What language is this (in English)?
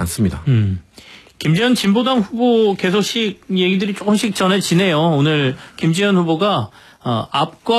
Korean